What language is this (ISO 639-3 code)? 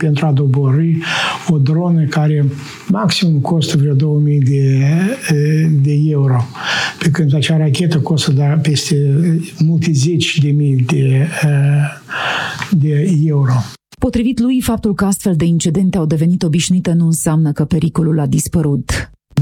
ron